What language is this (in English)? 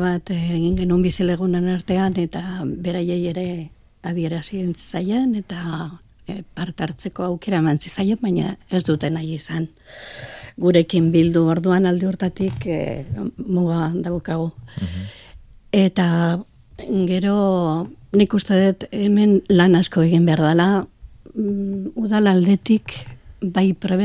Basque